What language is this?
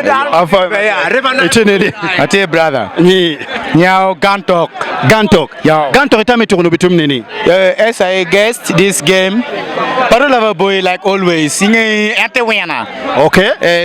Acoli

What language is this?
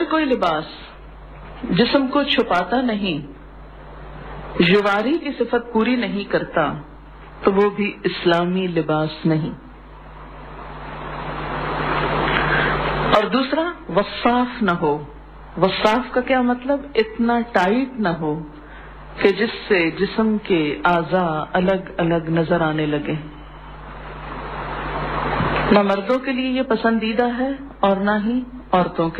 Urdu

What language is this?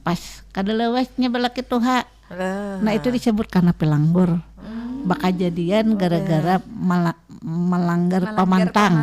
Banjar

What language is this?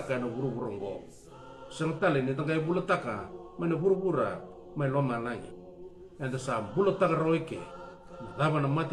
Fijian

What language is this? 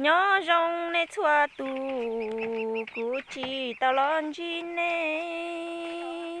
Hmong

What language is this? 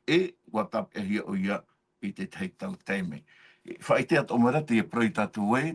Tahitian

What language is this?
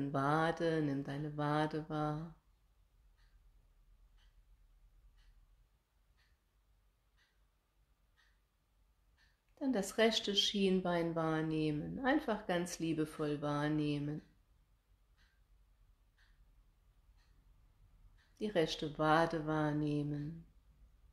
German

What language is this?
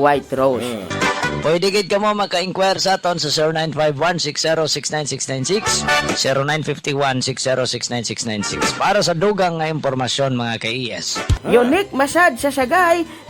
Hiligaynon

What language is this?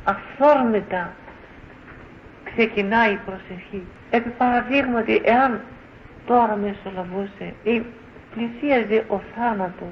Greek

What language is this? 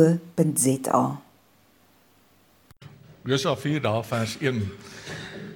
Afrikaans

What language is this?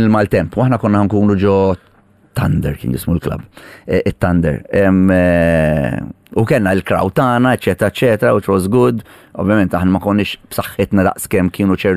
Maltese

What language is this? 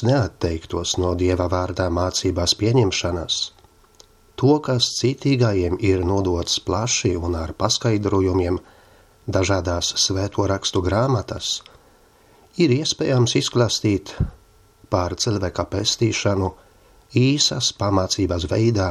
Latvian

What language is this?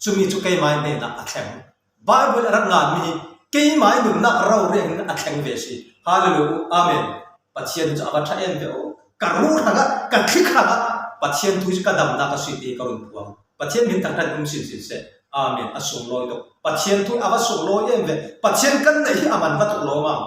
Falam Chin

